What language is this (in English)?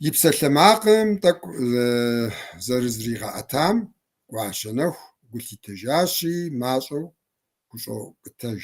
Kabardian